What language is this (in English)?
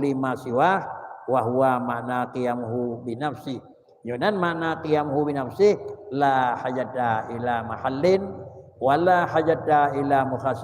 Achinese